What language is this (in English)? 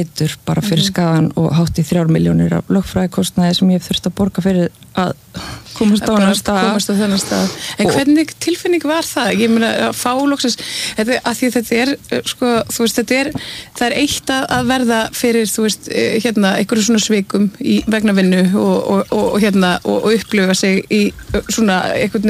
Icelandic